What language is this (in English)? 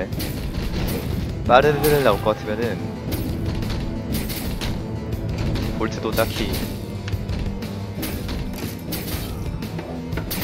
Korean